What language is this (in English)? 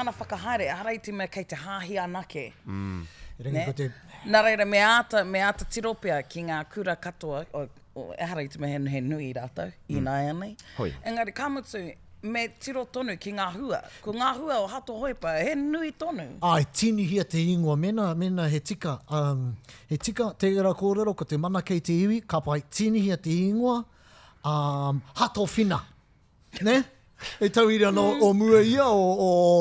Māori